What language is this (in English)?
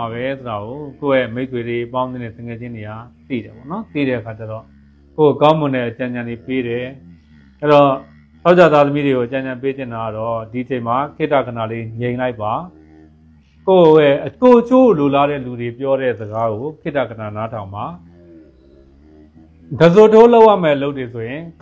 Burmese